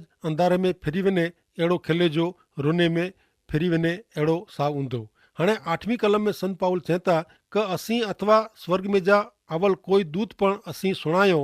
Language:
Kachhi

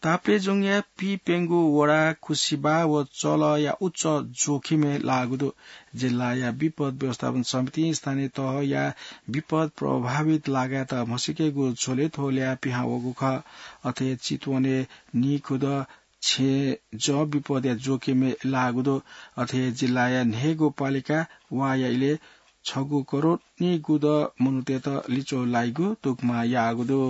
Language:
Newari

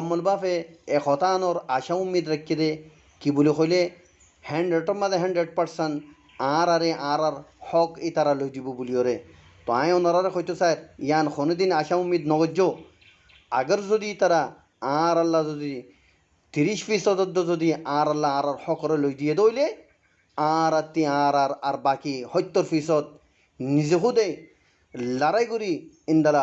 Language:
Rohingya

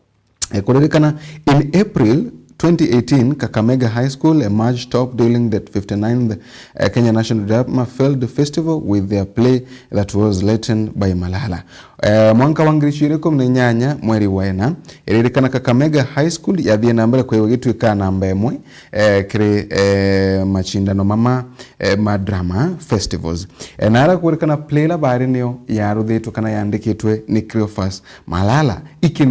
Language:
Meru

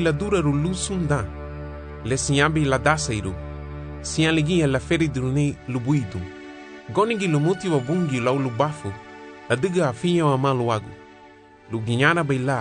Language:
Garifuna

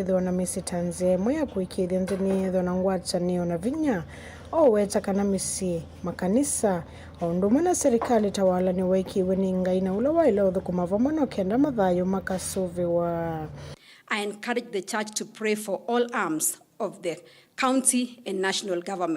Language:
Kamba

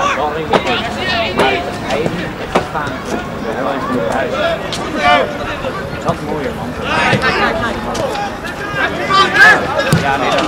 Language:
Dutch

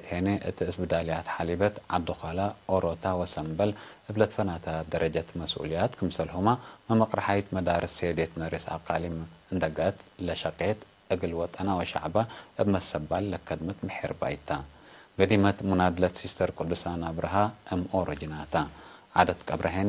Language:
Tigre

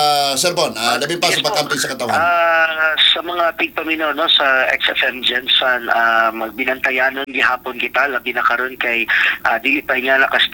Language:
Cebuano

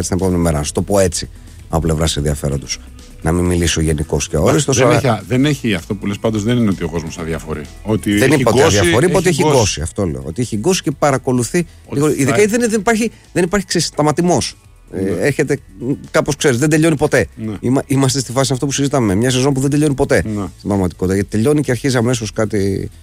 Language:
Greek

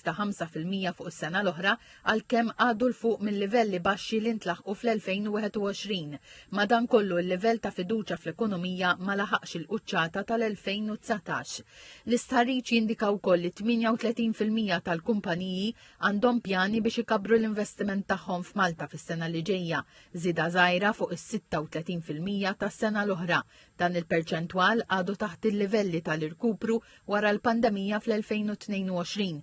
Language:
Maltese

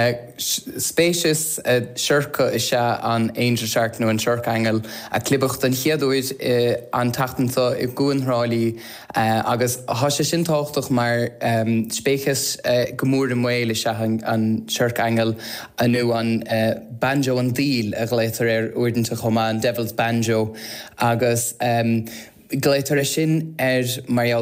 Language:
Irish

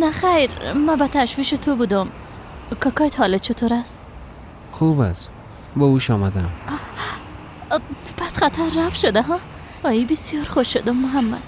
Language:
Persian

